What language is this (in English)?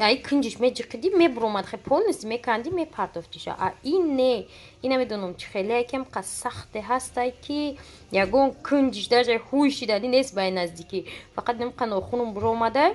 Tajik